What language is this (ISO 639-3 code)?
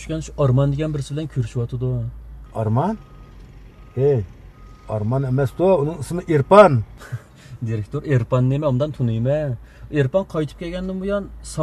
uig